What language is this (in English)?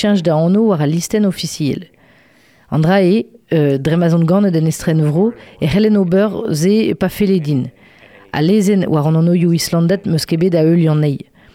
Breton